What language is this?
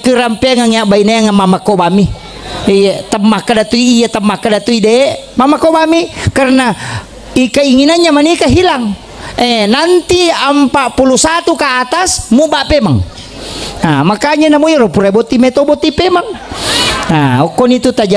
Buginese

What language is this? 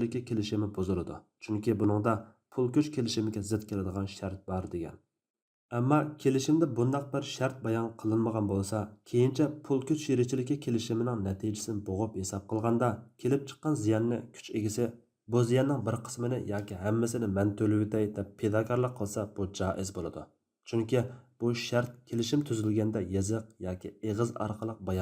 Uyghur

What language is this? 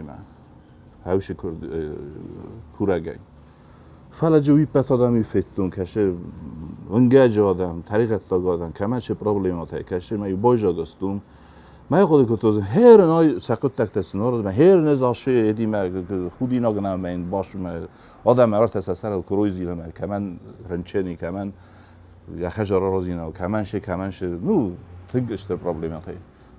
Ossetic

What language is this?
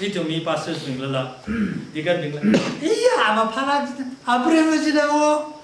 Tangkhul Naga (India)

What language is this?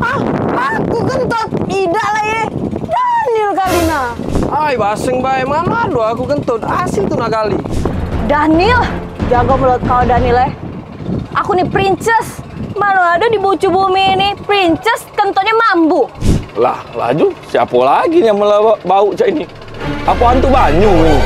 Musi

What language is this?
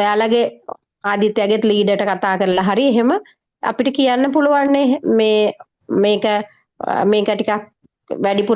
Sinhala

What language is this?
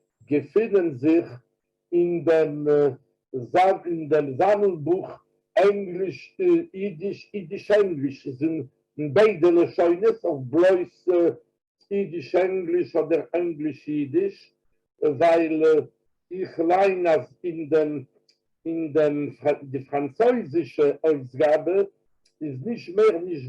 Yiddish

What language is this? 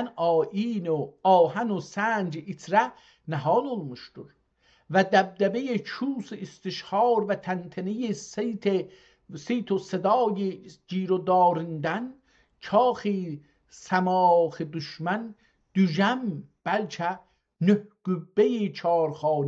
South Azerbaijani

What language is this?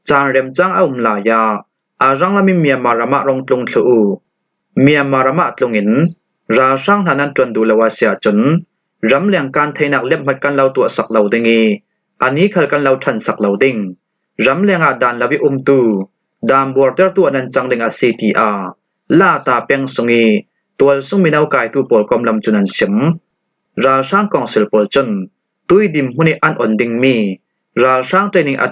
Falam Chin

